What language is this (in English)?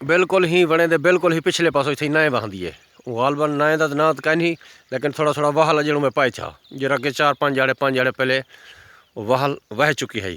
Saraiki